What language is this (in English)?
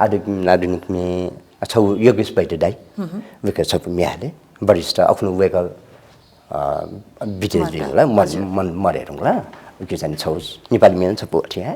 Newari